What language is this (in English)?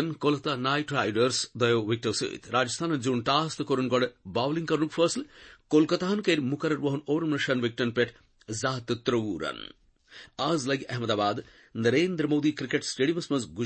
Kashmiri